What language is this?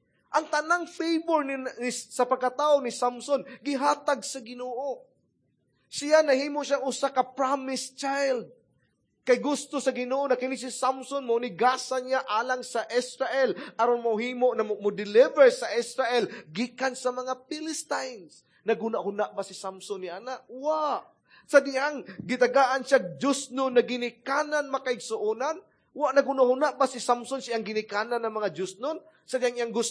Cebuano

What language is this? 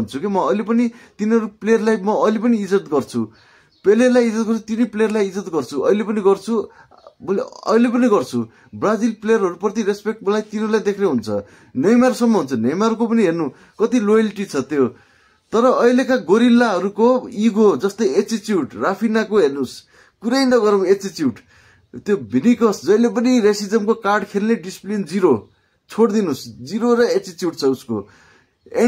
Nepali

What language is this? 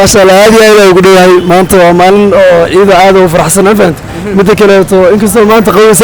Somali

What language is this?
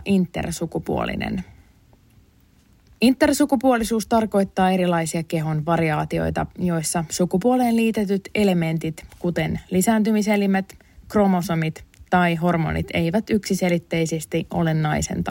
Finnish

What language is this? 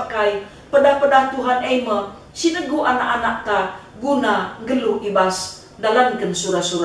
Batak Karo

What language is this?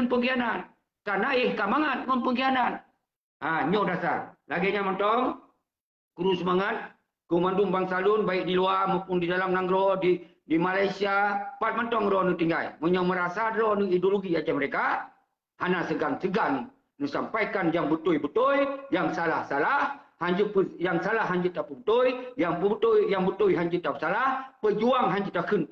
Achinese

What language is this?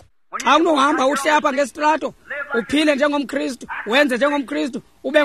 Xhosa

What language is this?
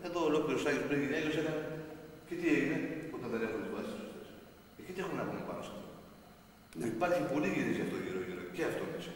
Greek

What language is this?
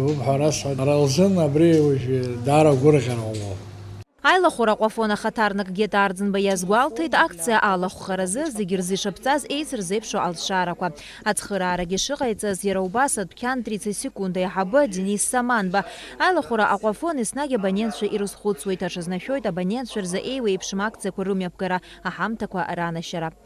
Abkhazian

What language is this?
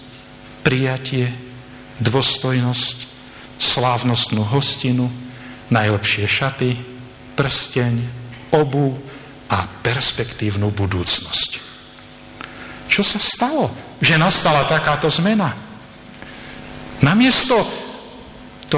Slovak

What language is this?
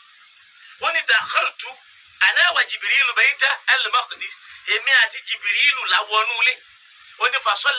Yoruba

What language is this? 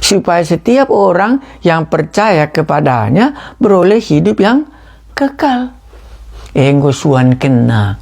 Batak Karo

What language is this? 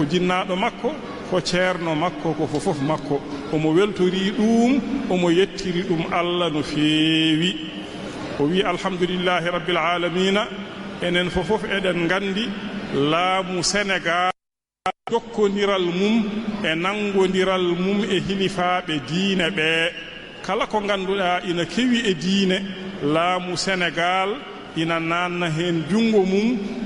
Fula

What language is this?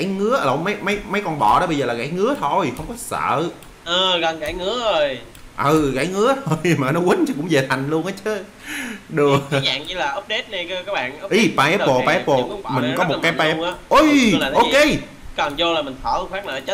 Vietnamese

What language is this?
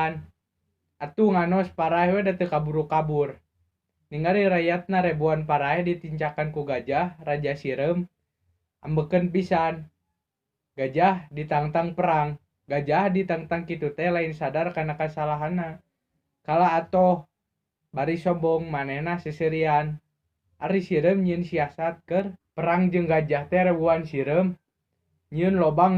Sundanese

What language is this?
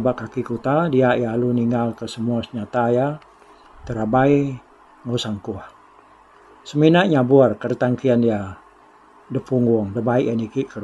Iban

